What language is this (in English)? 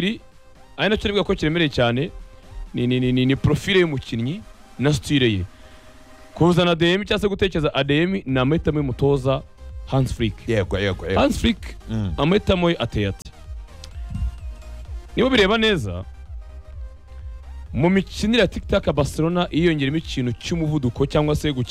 Kinyarwanda